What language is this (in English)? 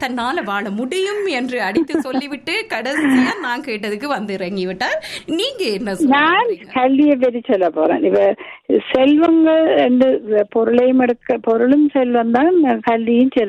Tamil